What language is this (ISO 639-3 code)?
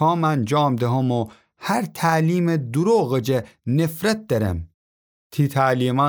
glk